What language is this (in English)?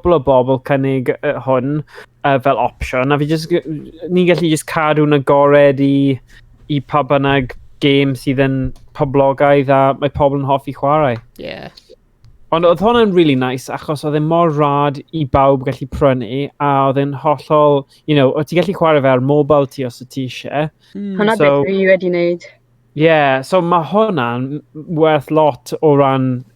Welsh